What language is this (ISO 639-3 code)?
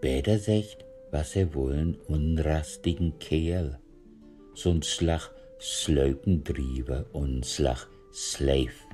nds